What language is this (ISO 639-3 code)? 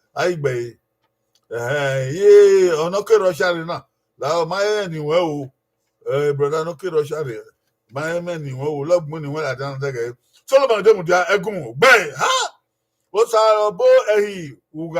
bin